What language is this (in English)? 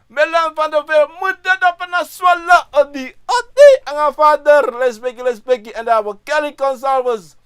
Sranan Tongo